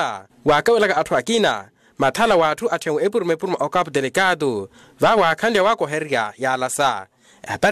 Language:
Makhuwa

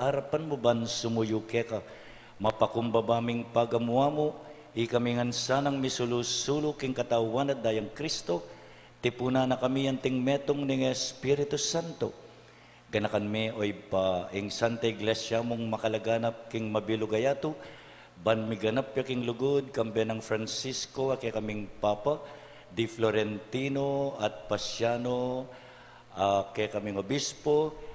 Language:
Pampanga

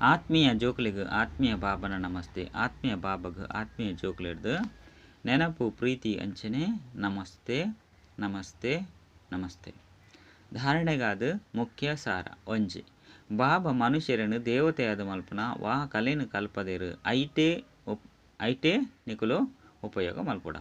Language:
Tulu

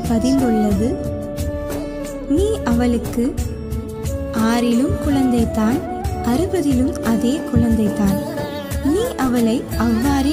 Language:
Tamil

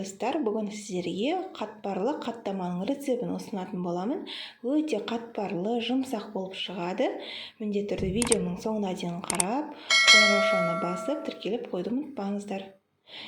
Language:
Kazakh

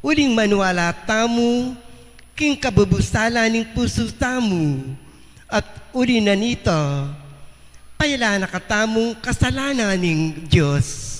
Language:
Pampanga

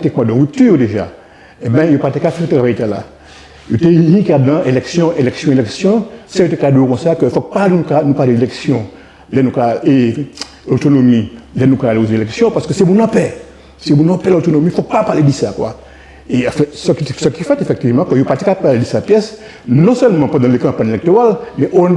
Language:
Guadeloupean Creole French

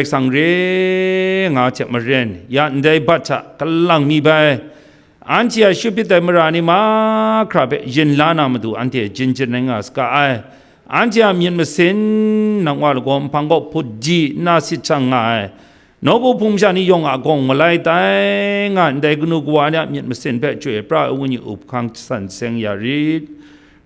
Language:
Kachin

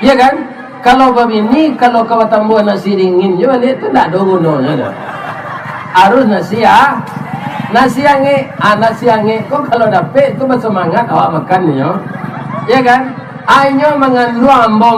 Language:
Minangkabau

